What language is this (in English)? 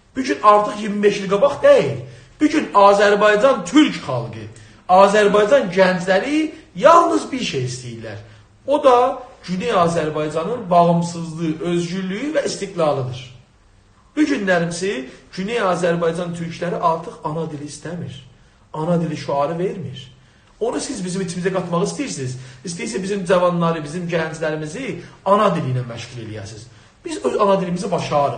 South Azerbaijani